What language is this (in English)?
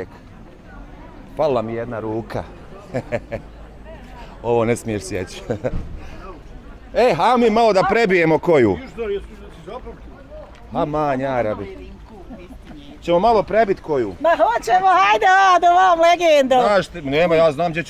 Bosnian